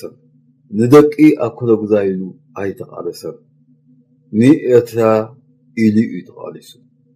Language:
Tigrinya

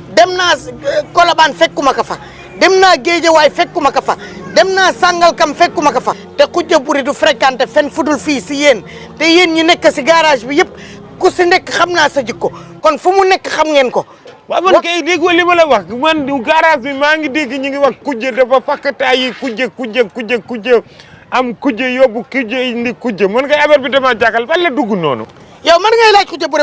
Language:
Wolof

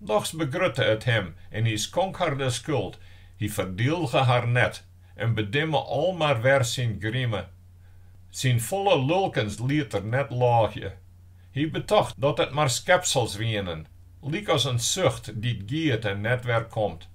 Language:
Western Frisian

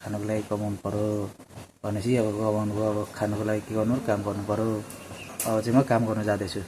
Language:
Nepali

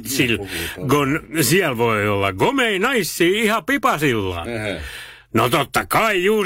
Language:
Finnish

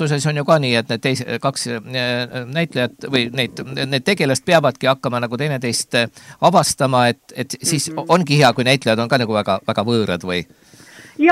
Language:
Estonian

